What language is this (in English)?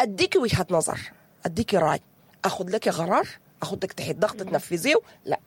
Sudanese Arabic